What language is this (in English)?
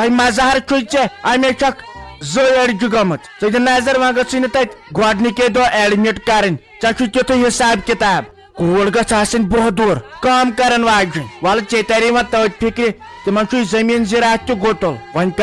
Kashmiri